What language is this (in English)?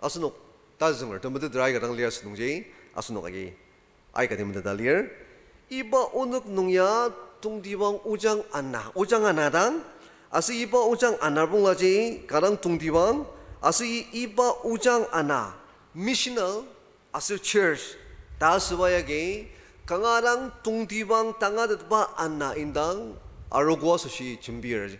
Ao Naga